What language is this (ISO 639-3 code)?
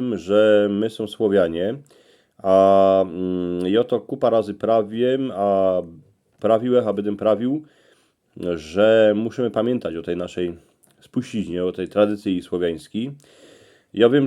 szl